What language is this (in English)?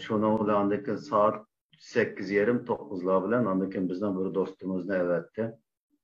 Uyghur